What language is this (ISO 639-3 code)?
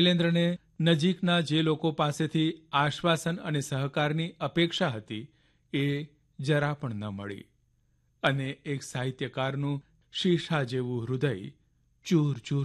guj